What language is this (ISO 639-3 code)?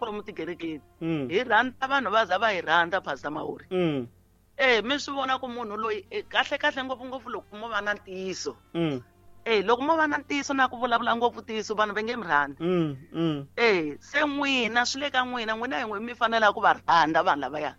tso